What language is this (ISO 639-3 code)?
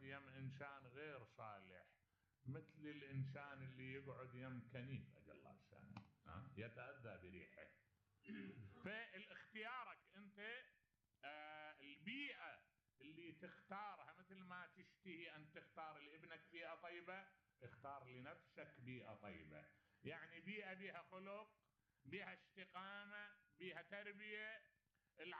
acm